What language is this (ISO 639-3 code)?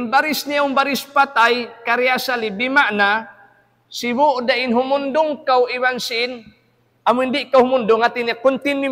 tsg